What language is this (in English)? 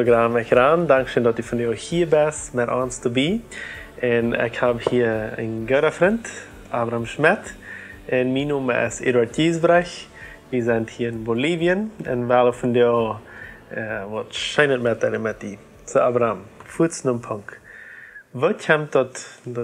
Plautdietsch